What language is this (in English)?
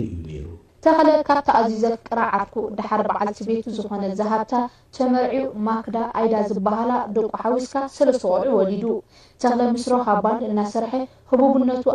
Tigrinya